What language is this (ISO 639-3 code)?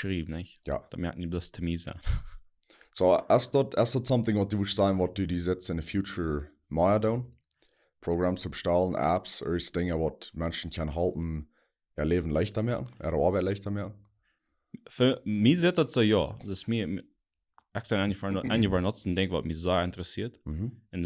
pdt